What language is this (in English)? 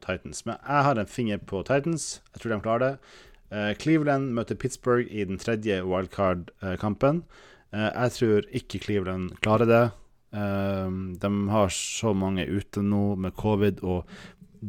Norwegian